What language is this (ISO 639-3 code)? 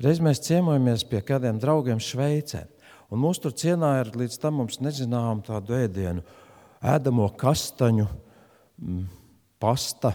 lav